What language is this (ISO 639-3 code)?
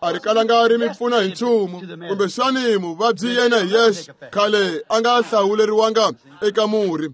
tso